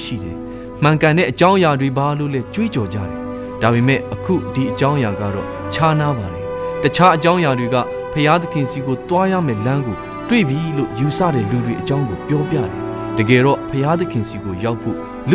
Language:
Burmese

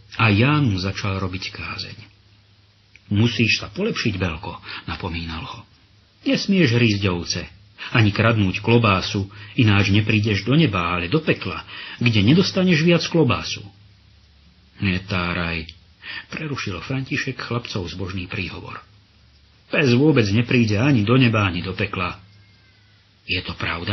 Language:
Slovak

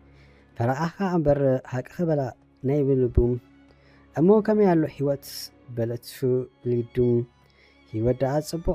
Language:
Tigrinya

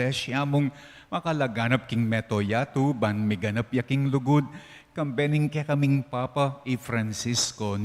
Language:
Pampanga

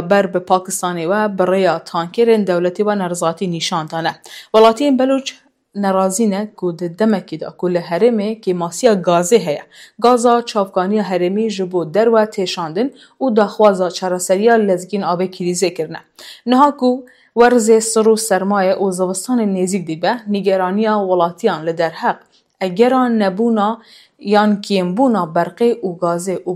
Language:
Kurdish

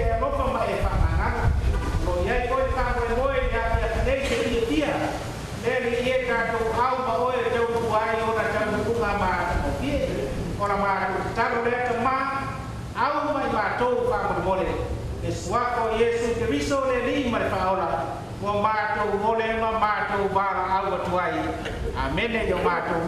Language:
Samoan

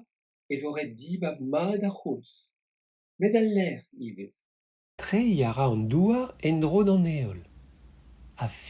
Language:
Breton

